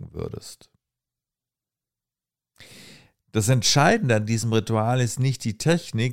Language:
German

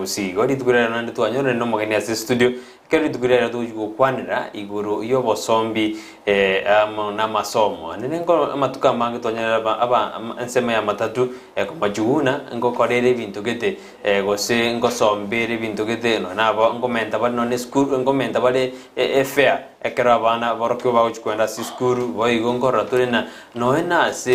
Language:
Gusii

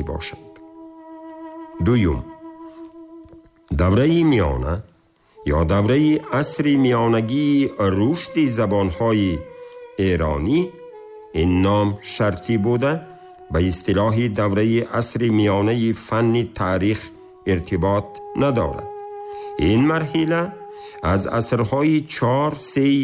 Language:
Tajik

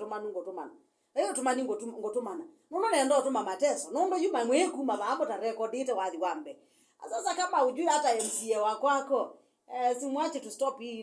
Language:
Kamba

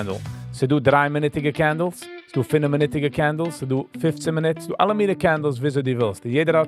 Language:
Yiddish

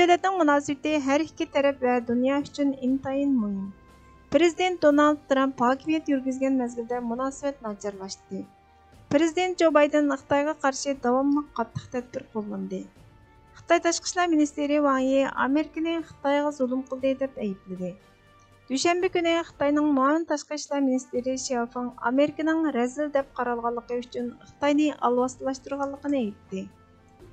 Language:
Uyghur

